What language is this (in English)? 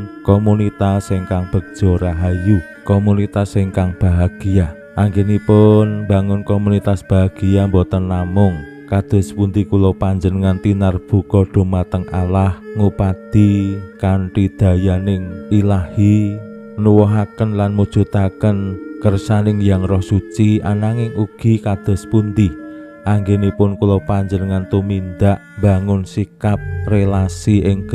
Javanese